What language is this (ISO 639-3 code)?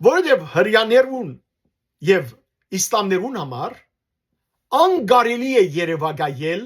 hyw